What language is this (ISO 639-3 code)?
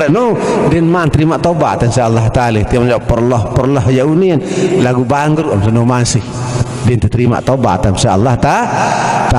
sas